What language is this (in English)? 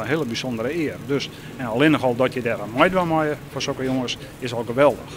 Western Frisian